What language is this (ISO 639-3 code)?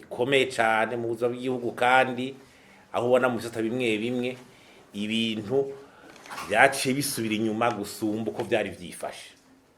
run